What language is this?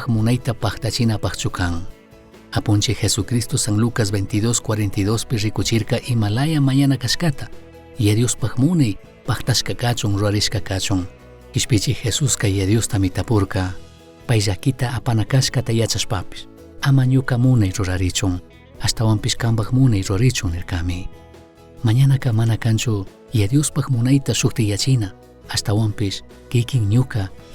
Chimborazo Highland Quichua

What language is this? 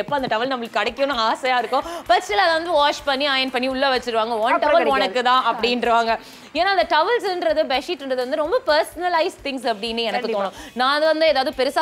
Tamil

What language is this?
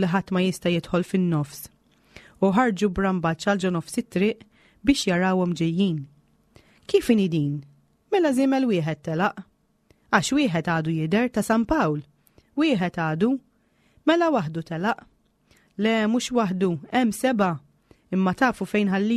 Maltese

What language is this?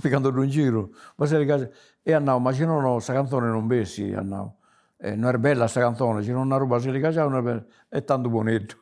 Sardinian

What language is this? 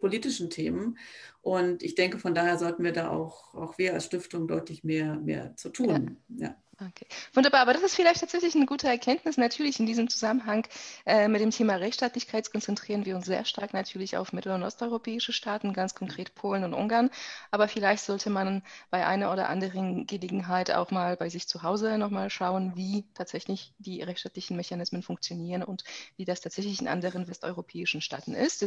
German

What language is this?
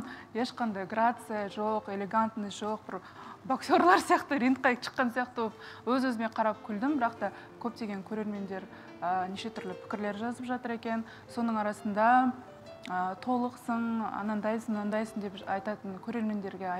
Kazakh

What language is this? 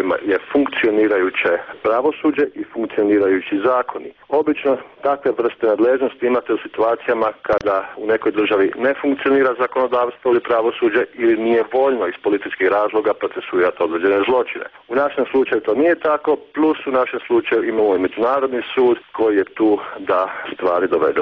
Croatian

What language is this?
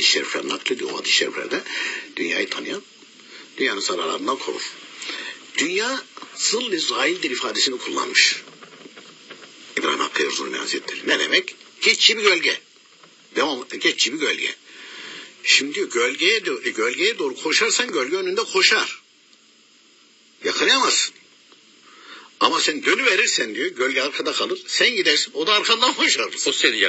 Turkish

